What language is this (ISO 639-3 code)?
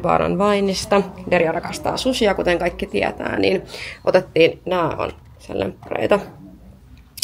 fin